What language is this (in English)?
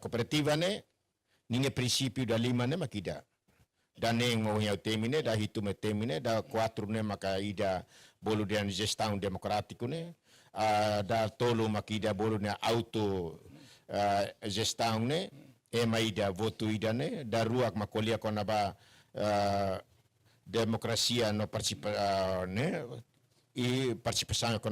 Tetum